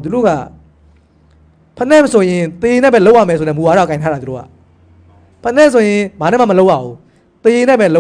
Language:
Burmese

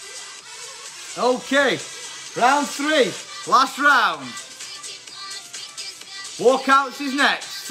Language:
English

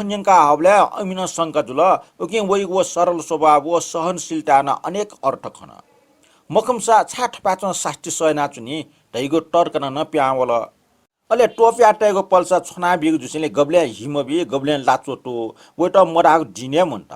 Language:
Newari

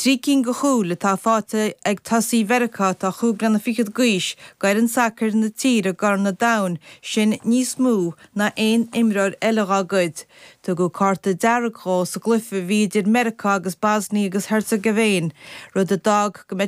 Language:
Irish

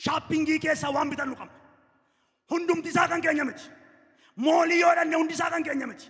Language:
Oromo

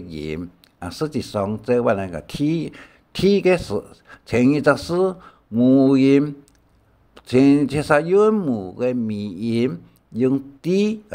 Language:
Hakka Chinese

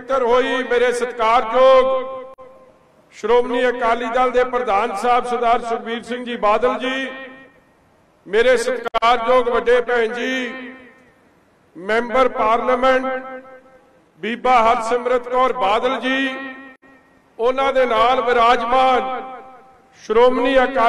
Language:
Punjabi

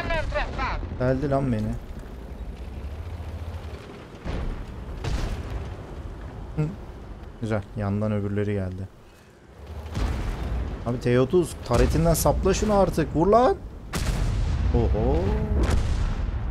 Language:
Turkish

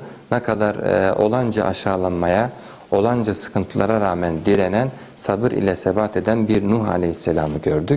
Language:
Turkish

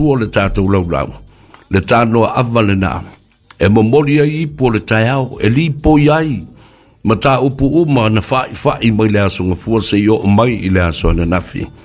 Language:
Samoan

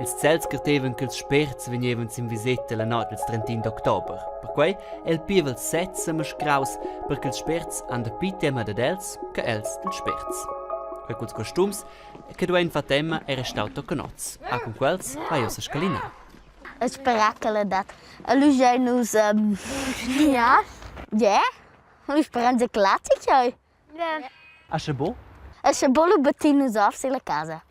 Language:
Romansh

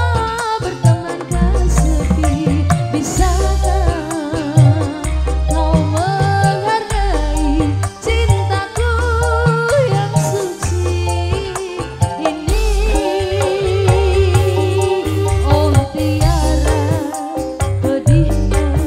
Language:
Indonesian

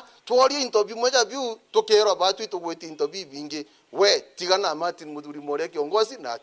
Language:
Meru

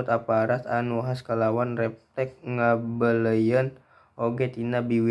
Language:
Sundanese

